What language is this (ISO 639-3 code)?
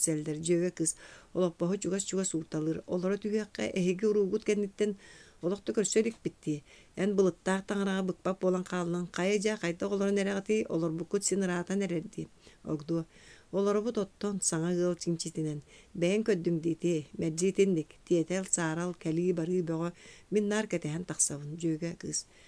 sah